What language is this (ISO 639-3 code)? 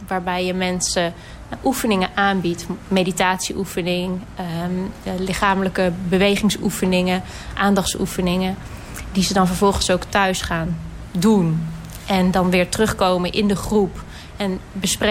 nld